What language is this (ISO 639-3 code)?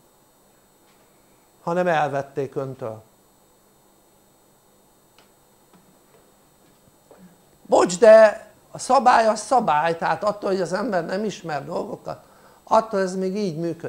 hun